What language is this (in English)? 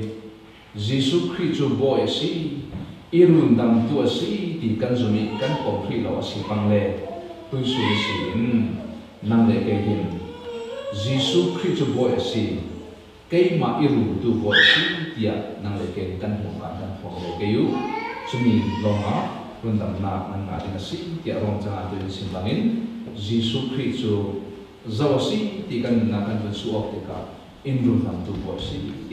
Falam Chin